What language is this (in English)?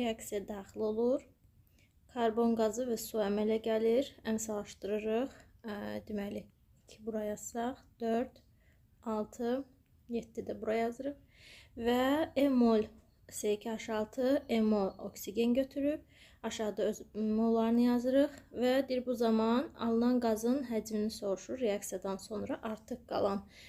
Azerbaijani